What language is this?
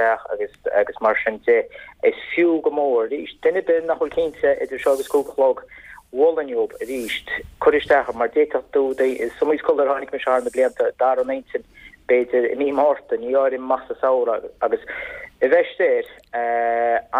Irish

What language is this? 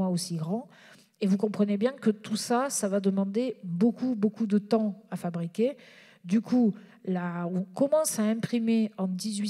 French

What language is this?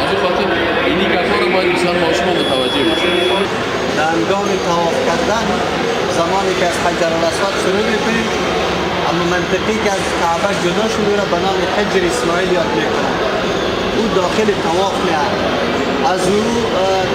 Persian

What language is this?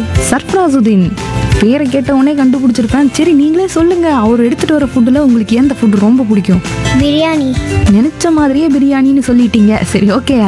Tamil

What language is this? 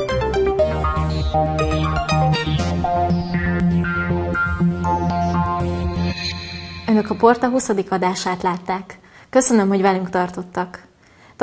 Hungarian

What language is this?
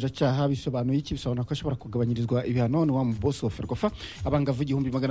Kinyarwanda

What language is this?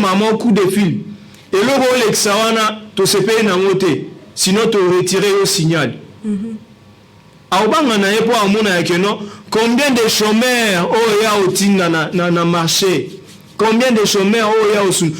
Lingala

